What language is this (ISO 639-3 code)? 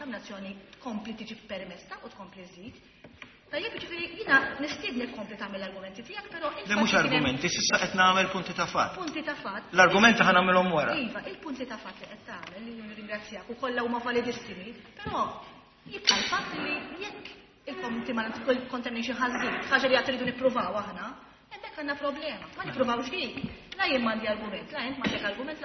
mlt